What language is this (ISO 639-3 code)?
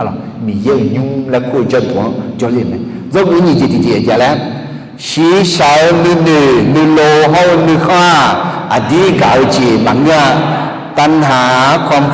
ahk